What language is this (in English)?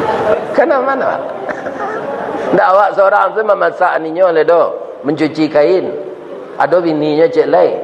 Minangkabau